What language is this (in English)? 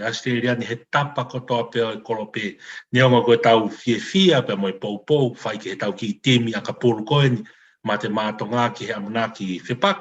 Tongan